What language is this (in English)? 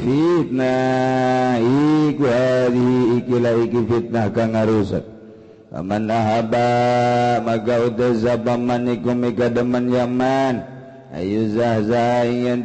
Sundanese